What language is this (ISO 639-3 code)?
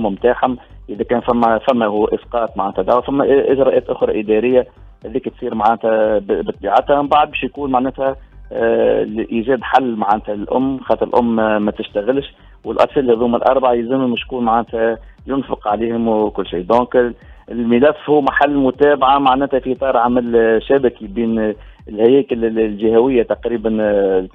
aeb